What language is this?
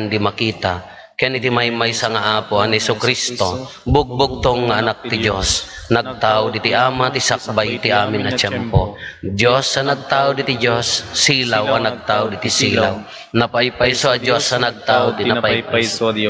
Iloko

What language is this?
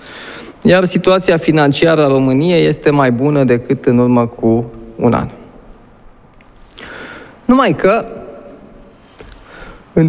Romanian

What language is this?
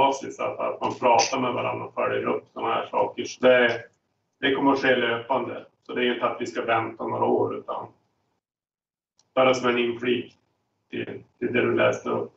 Swedish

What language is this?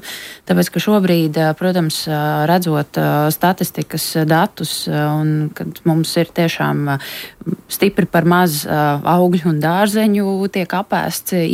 Latvian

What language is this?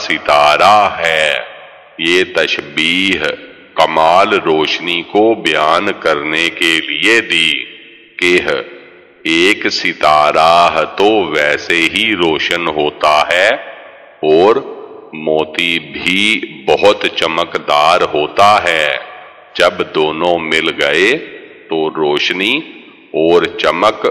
Urdu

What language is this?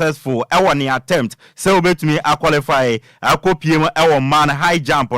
Akan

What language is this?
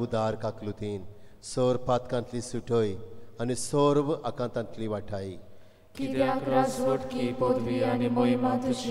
Konkani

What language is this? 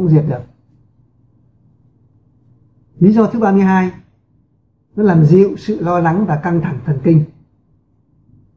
Vietnamese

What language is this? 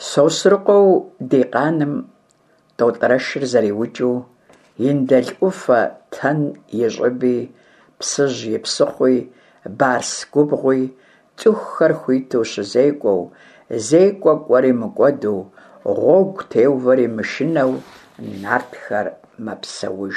Kabardian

